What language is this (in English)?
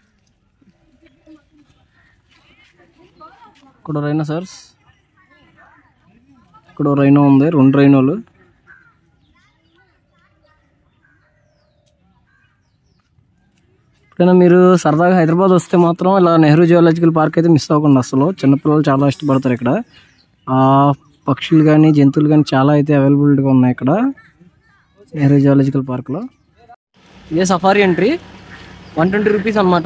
Telugu